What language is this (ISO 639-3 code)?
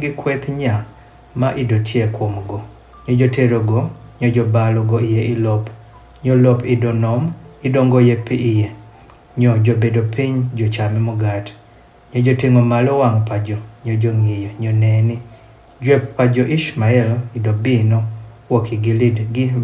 adh